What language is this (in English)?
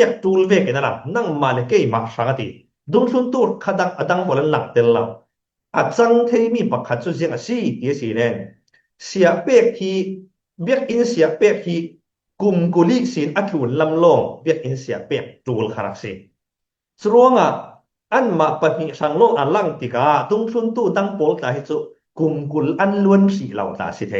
Falam Chin